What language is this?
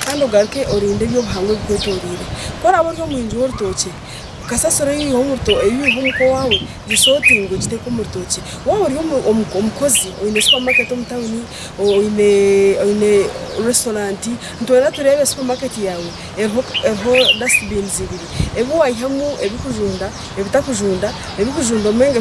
Nyankole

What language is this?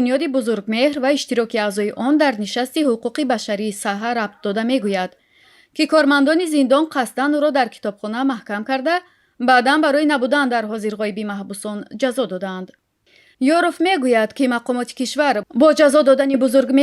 Tajik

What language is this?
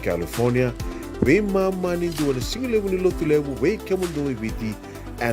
Fijian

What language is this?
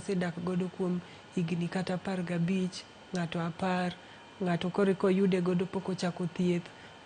Luo (Kenya and Tanzania)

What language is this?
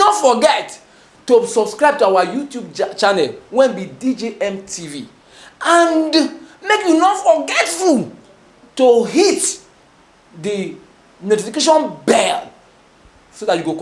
Nigerian Pidgin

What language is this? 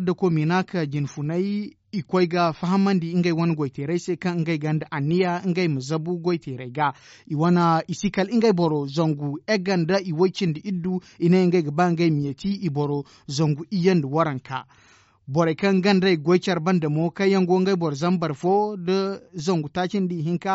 Zarma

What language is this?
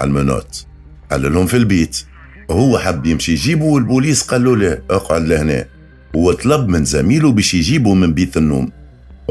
Tunisian Arabic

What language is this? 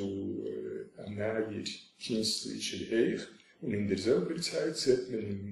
Yiddish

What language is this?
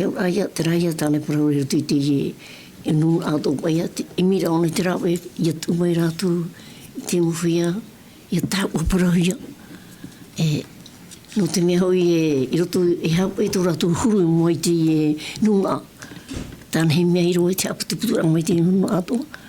Tahitian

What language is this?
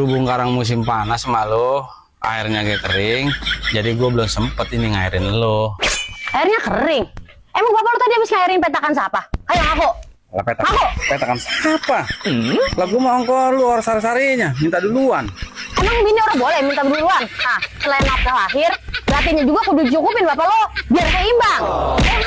Betawi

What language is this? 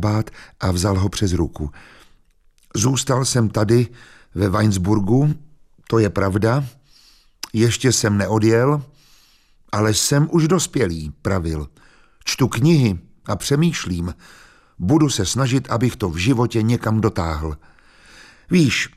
Czech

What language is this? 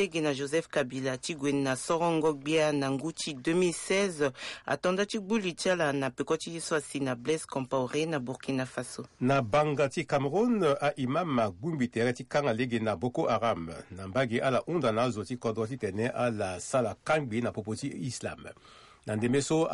Sango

